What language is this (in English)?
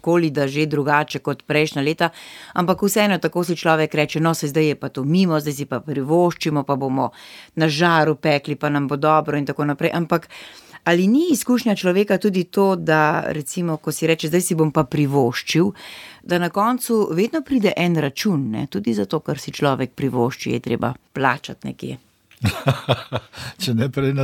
Slovenian